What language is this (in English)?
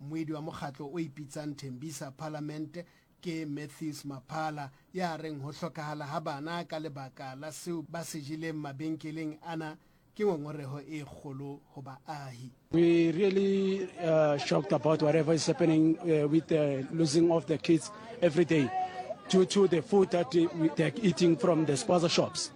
Southern Sotho